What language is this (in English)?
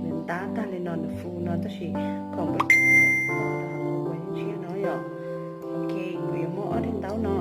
Hmong